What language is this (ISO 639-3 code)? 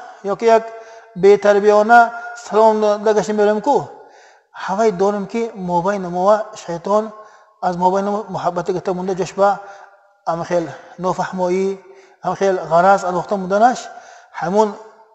tgk